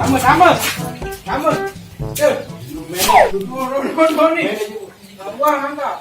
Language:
Sasak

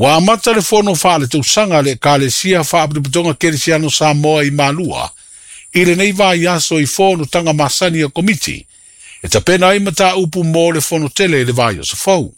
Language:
Samoan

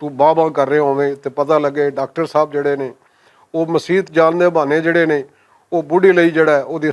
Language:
Western Panjabi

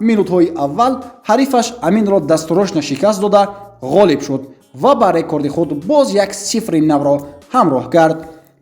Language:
Tajik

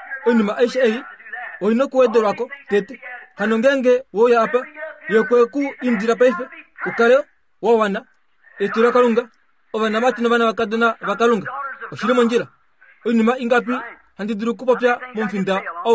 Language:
Kuanyama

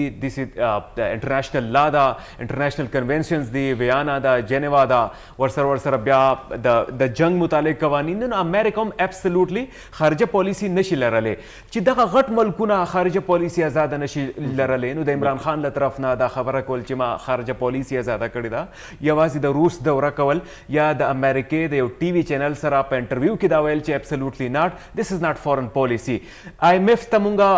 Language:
Pashto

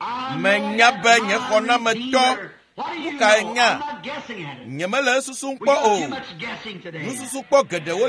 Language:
Ewe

